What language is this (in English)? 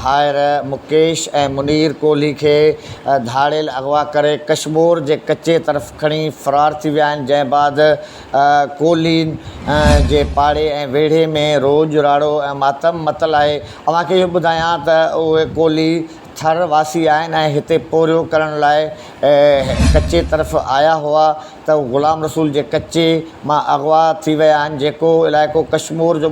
Sindhi